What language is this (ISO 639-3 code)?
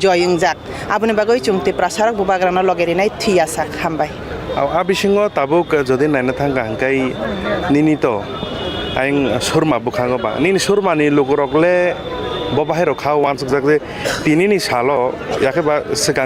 trp